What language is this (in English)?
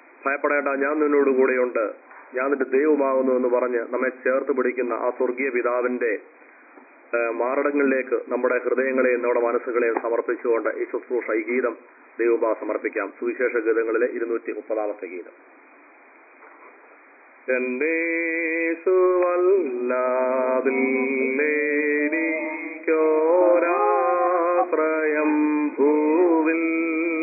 Malayalam